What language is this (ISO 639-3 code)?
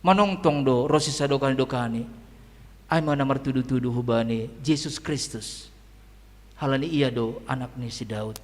bts